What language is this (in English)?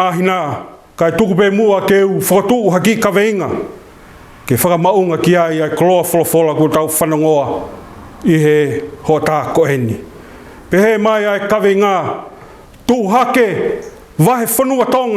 Tongan